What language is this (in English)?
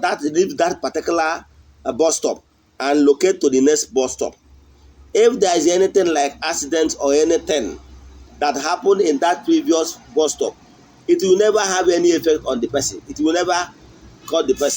Igbo